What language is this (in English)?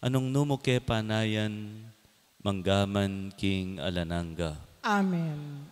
Pampanga